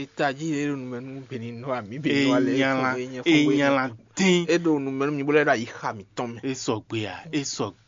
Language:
Fon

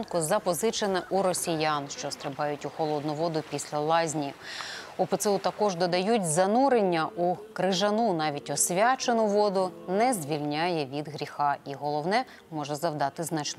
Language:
Ukrainian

